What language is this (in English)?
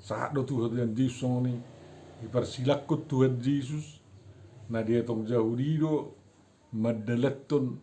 Batak Toba